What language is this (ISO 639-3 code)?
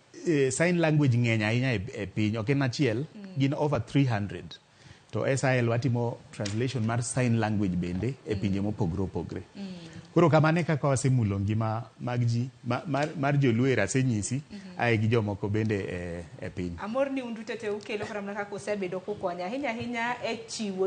luo